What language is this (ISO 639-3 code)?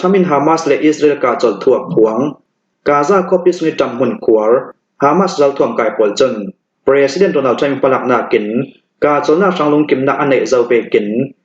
cnh